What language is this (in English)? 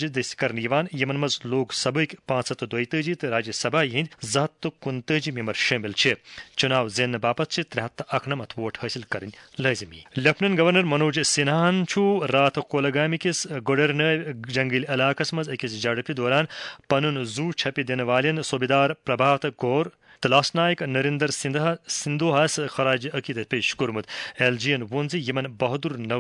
Kashmiri